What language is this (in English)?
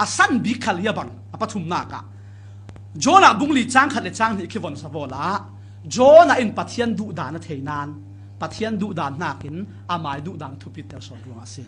Falam Chin